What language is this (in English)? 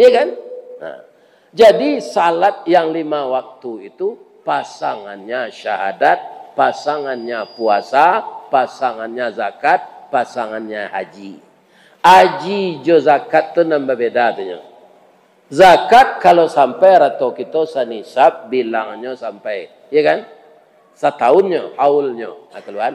Minangkabau